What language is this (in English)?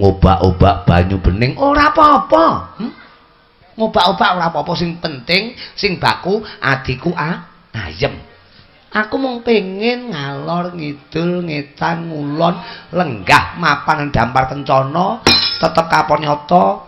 Javanese